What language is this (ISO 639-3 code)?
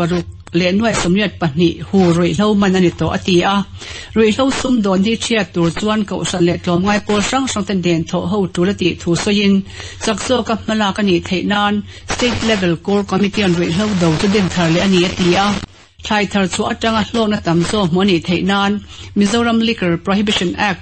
lus